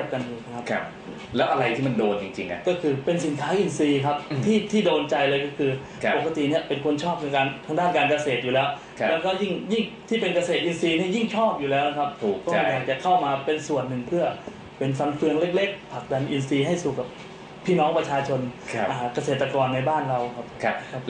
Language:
Thai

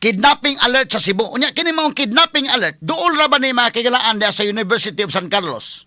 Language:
Cebuano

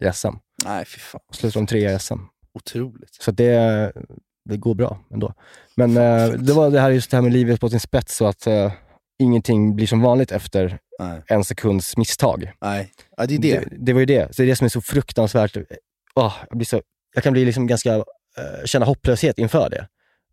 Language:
Swedish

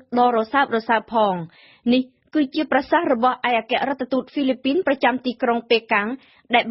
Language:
Khmer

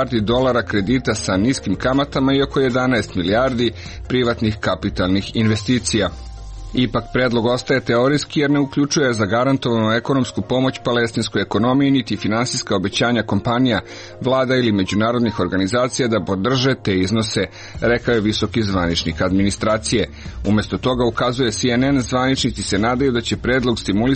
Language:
Serbian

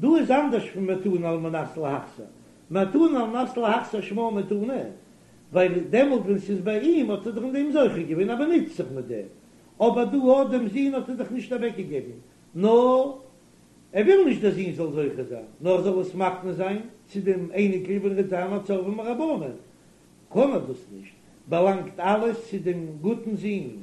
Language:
Yiddish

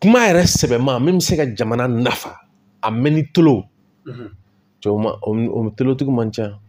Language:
Bambara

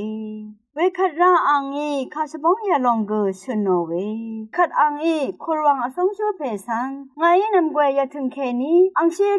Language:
Rawang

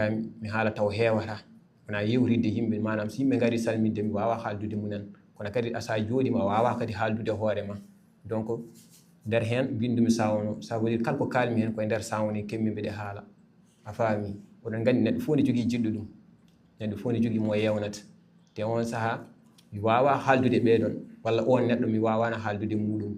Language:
Fula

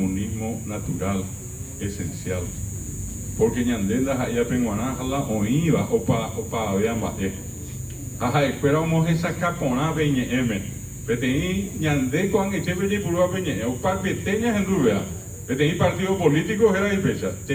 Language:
Guarani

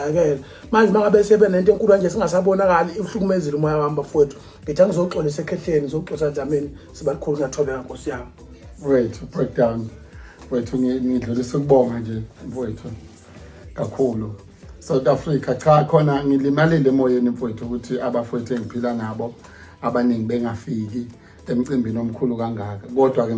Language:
Zulu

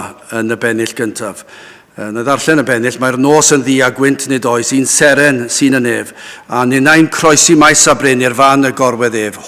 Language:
Welsh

